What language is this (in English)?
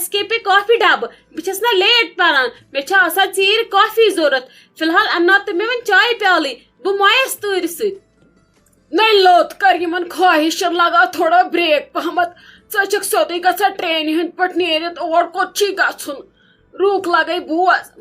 Kashmiri